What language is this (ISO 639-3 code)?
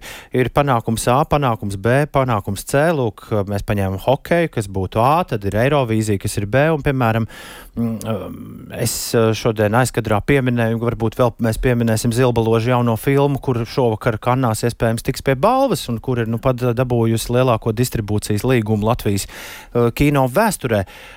lav